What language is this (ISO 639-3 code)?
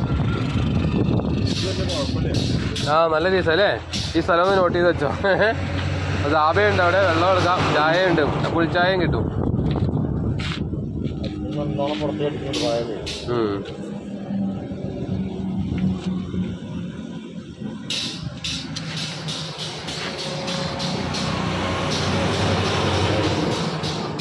mal